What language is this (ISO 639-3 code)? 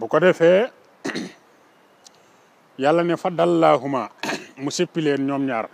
wol